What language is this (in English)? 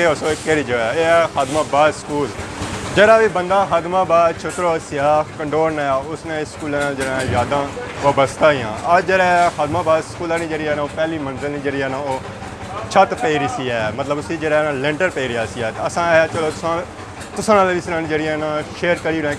Pahari-Potwari